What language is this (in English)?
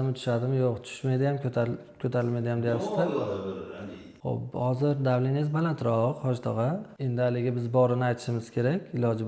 Uzbek